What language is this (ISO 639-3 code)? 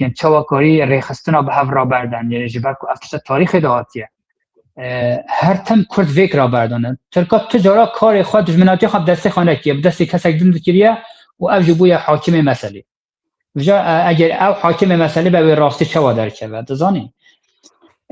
kur